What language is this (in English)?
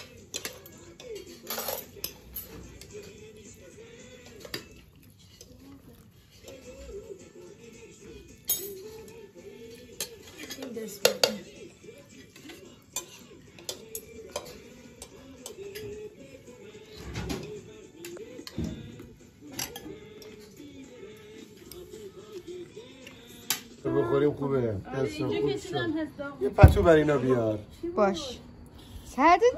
Persian